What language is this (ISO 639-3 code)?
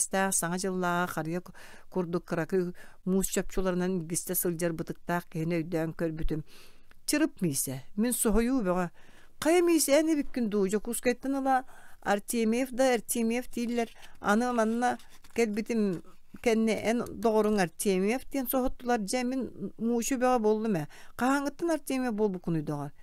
sah